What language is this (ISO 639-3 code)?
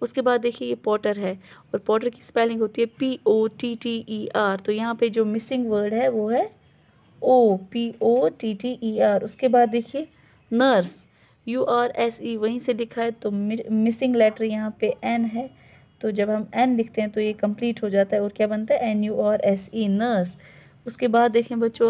hin